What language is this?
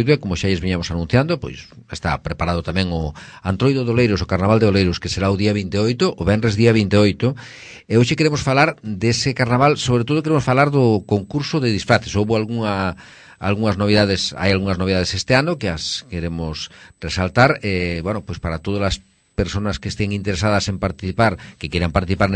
Galician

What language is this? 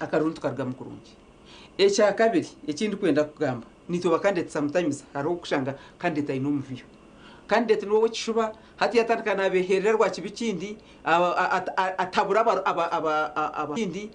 Nyankole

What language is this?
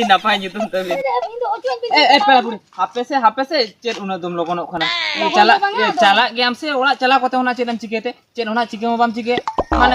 Santali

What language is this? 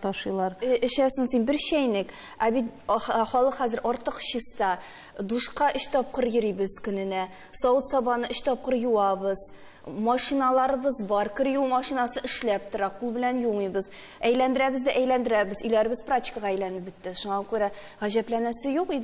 Tatar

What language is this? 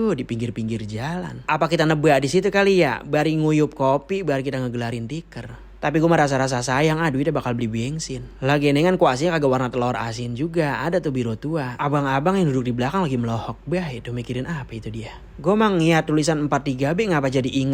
Betawi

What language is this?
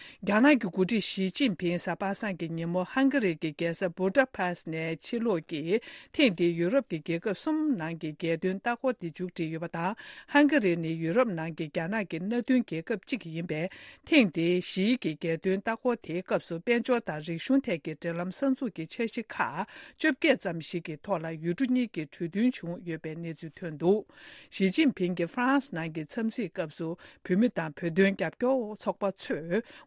Tibetan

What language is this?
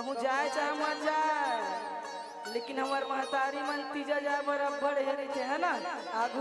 Chhattisgarhi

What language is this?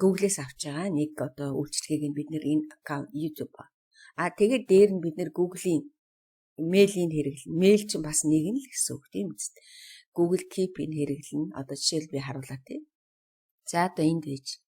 Mongolian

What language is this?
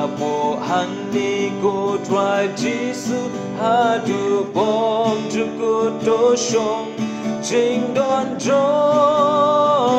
Khasi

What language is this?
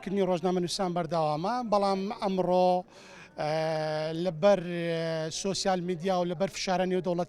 Central Kurdish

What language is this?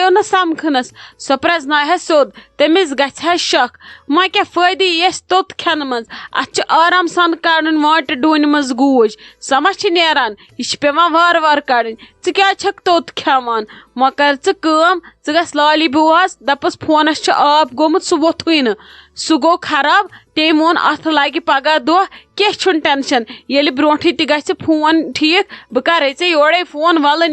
Kashmiri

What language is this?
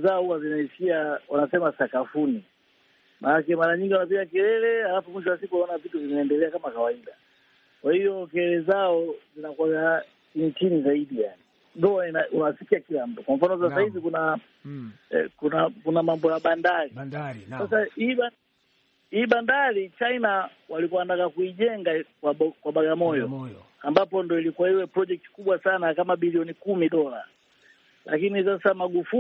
Swahili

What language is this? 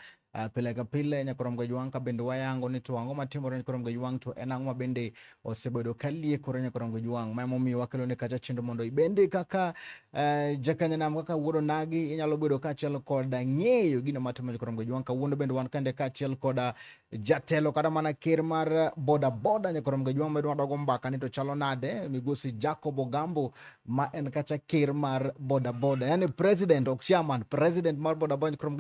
Luo (Kenya and Tanzania)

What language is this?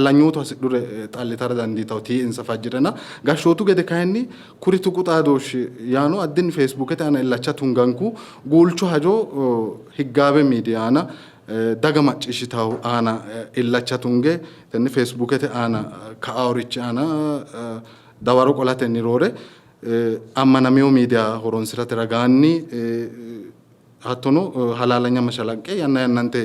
Sidamo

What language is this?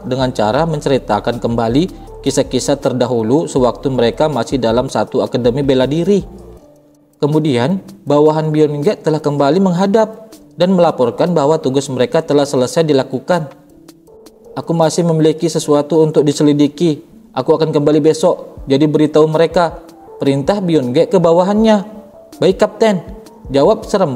Indonesian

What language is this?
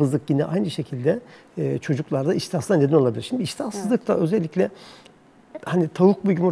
Turkish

